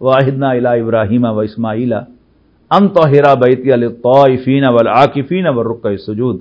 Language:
Western Panjabi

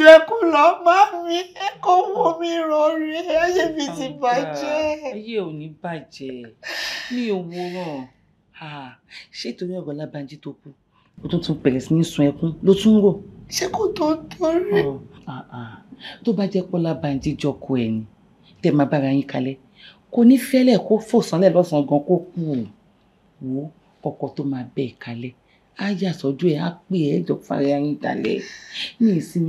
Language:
Yoruba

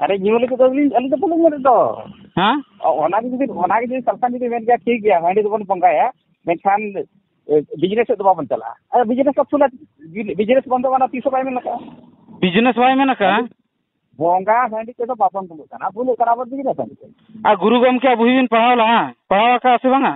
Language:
Santali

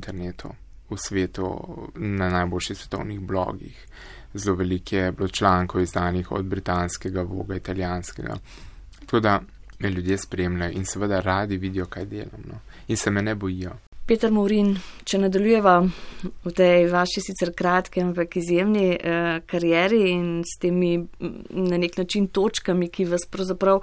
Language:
Slovenian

